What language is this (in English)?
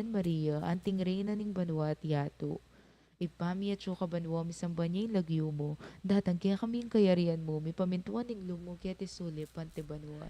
Pampanga